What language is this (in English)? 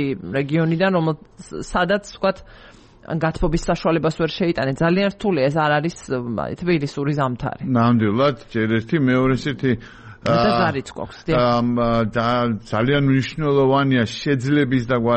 Georgian